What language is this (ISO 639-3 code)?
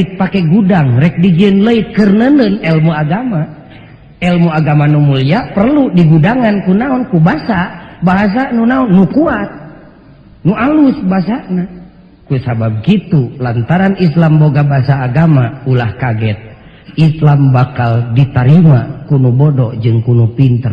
sun